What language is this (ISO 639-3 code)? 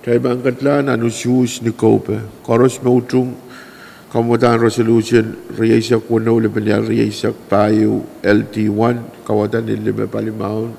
pon